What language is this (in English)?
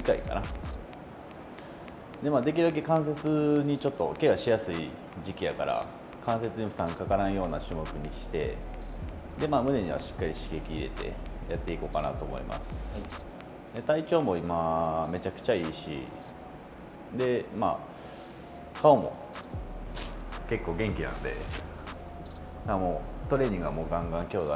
Japanese